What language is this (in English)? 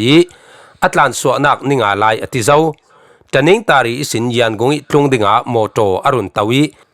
Falam Chin